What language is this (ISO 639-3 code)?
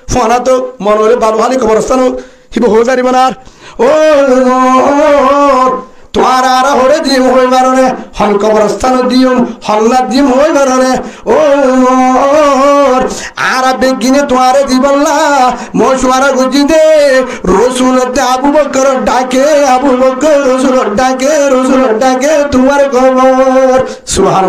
rhg